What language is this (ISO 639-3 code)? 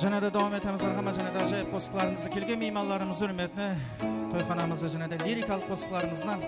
kaa